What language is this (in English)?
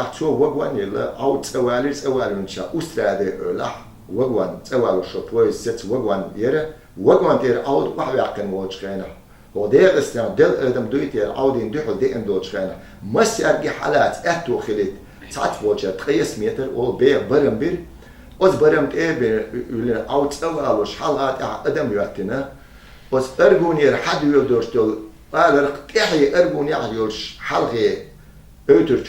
Chechen